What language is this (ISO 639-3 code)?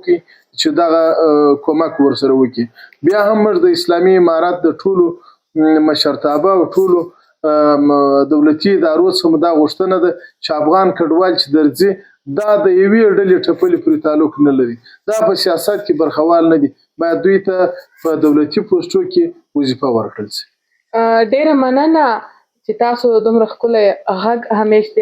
pus